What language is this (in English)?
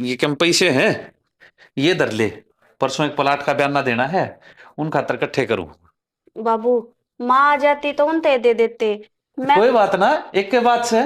Haryanvi